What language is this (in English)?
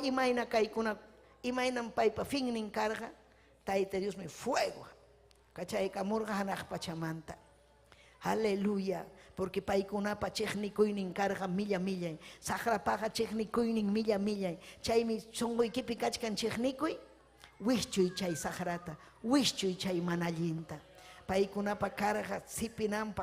Ayacucho Quechua